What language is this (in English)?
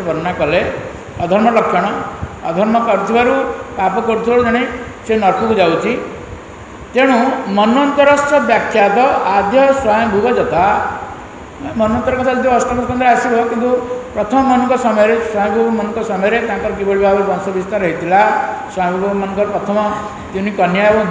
Odia